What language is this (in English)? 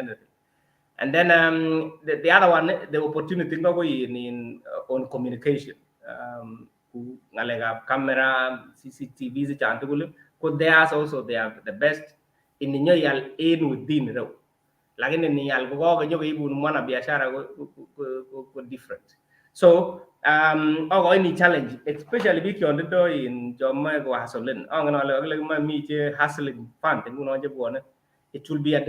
Kalenjin